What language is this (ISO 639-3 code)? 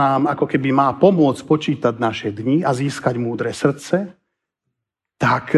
slk